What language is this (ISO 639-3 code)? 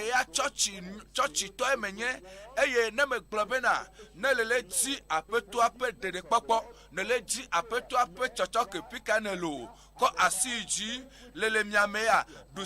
ewe